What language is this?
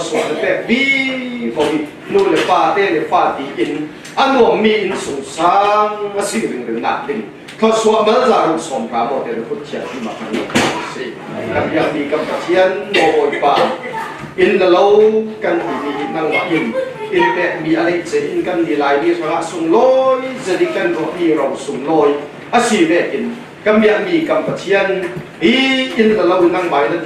Falam Chin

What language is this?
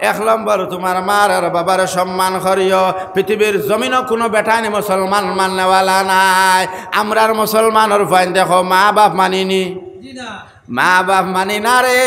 Sylheti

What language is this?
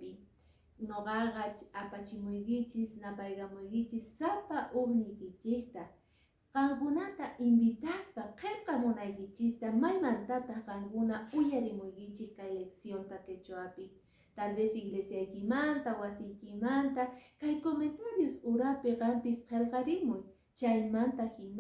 Quechua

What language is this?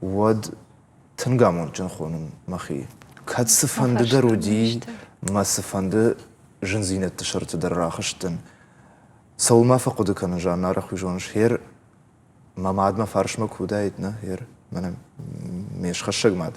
Ossetic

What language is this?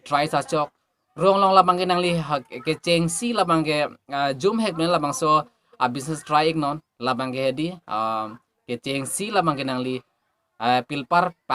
Karbi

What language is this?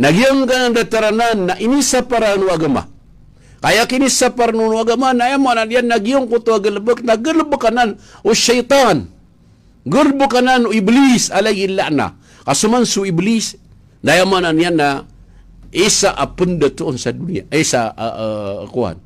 Maranao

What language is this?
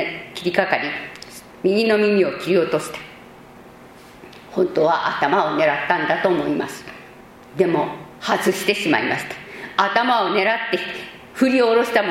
Japanese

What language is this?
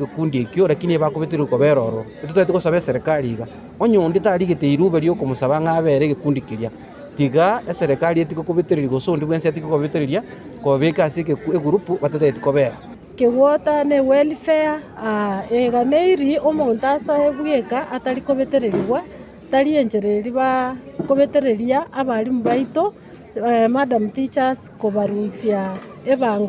Gusii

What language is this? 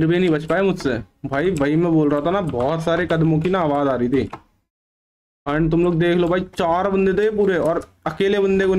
Hindi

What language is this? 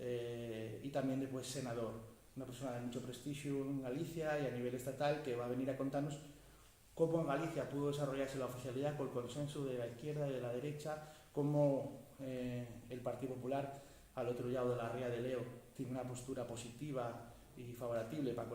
Asturian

